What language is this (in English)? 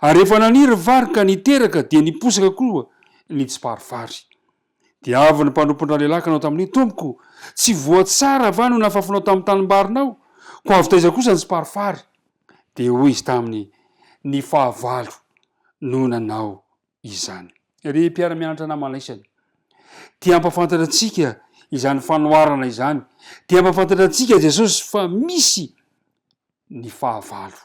Malagasy